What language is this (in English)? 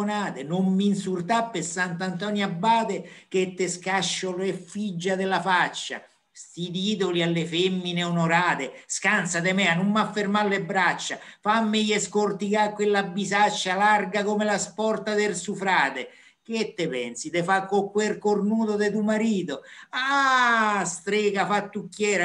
Italian